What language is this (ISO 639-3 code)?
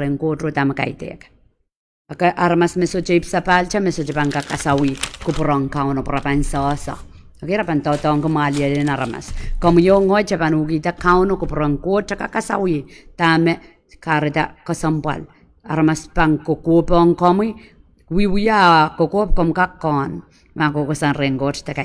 pon